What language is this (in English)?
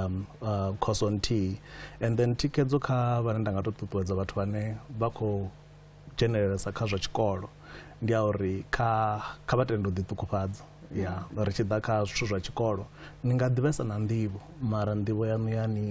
Venda